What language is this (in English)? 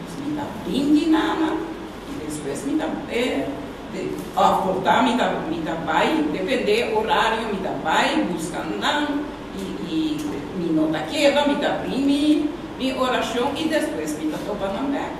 Papiamento